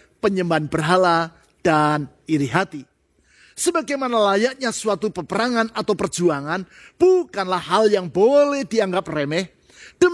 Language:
Indonesian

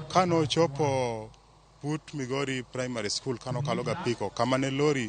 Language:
Luo (Kenya and Tanzania)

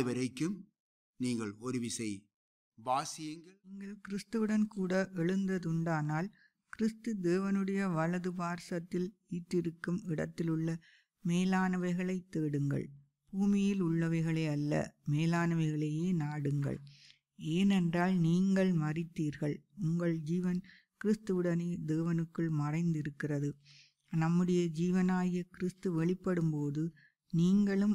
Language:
Tamil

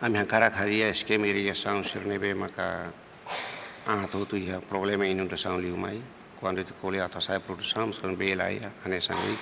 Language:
Tetum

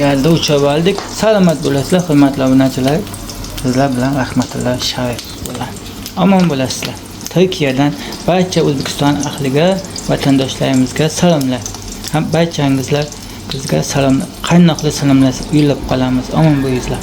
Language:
Uzbek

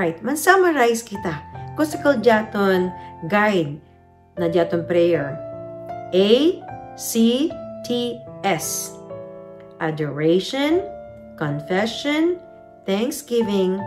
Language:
Chavacano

